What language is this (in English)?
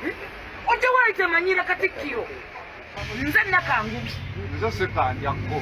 Ganda